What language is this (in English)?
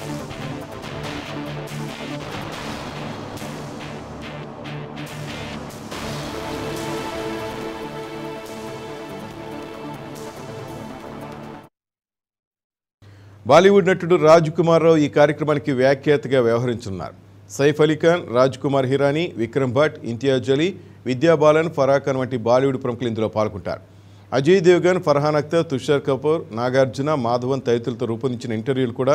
Telugu